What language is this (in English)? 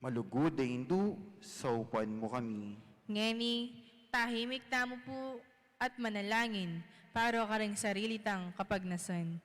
Pampanga